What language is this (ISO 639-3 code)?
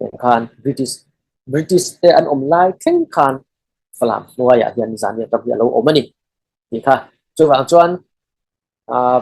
cfm